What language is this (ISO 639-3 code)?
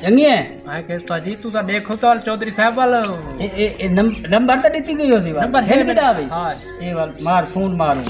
skr